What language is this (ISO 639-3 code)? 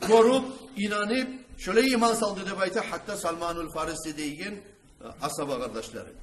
kum